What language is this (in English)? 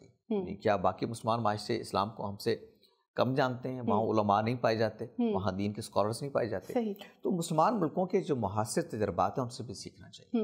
Urdu